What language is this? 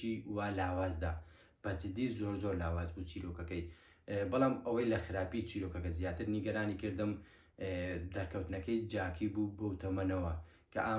Central Kurdish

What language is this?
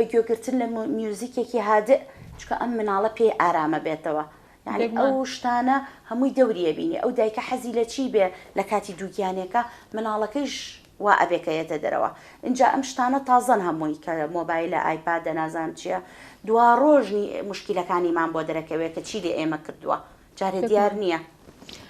Central Kurdish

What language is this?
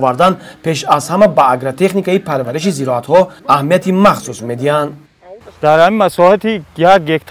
Tajik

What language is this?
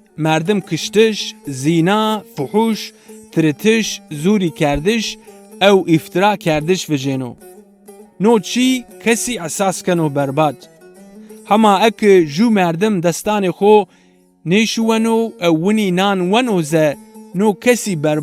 Zaza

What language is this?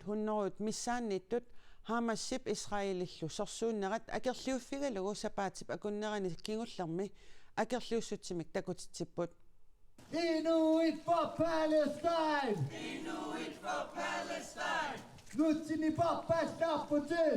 Kalaallisut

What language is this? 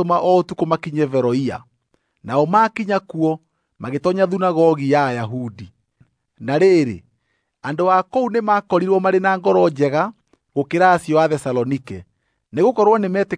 Kikuyu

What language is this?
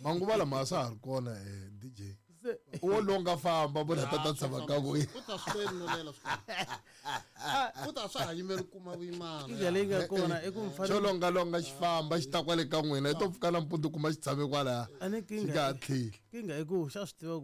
Tsonga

